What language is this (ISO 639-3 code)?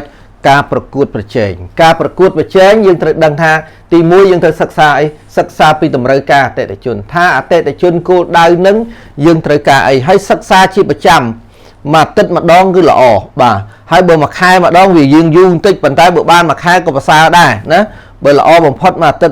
khm